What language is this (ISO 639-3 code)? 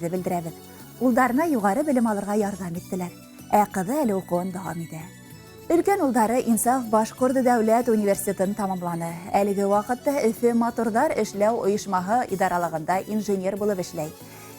bak